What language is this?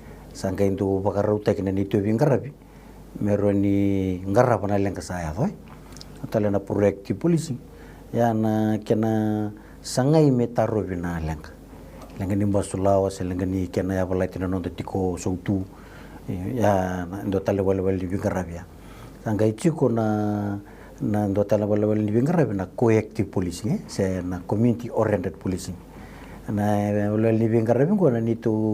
Fijian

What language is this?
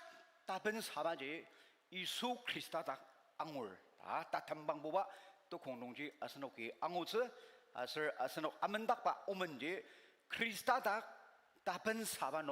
Ao Naga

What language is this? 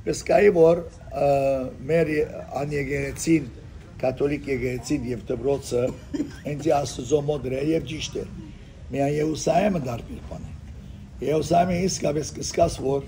Western Armenian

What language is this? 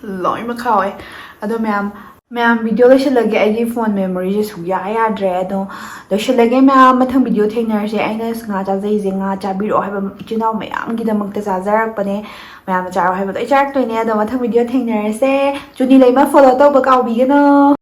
Manipuri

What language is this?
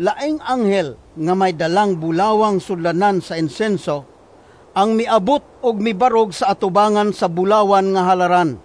Cebuano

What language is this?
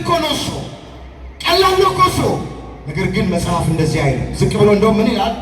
Amharic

